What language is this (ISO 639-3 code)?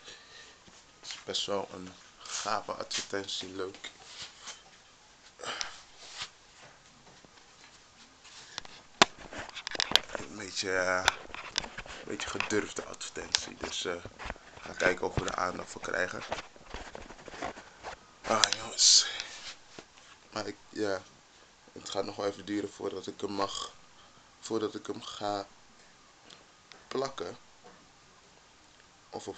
nld